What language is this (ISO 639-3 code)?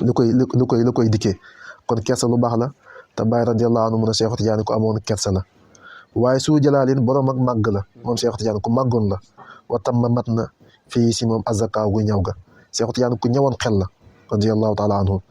wol